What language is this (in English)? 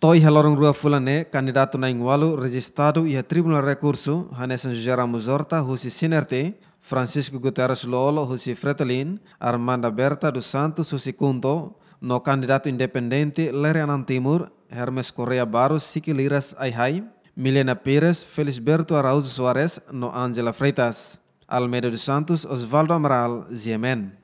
Tetum